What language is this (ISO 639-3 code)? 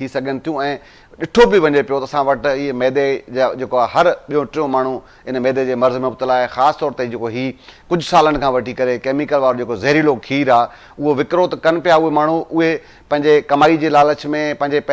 snd